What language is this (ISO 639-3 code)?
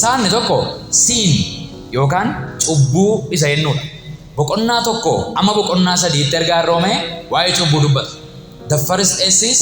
orm